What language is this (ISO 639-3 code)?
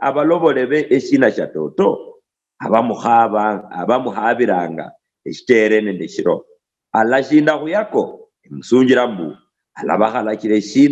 luy